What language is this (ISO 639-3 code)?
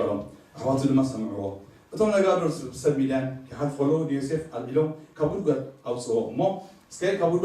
tir